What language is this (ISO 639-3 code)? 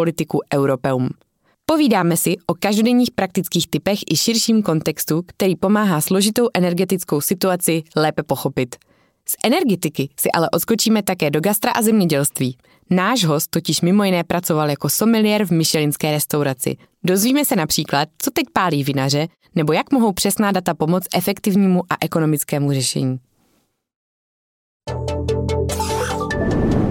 ces